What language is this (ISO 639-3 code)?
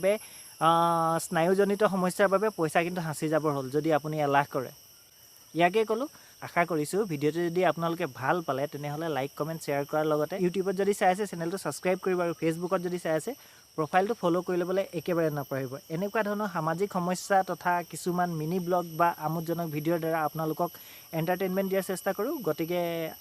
asm